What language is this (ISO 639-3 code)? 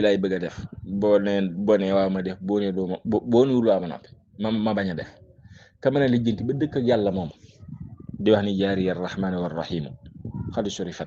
wol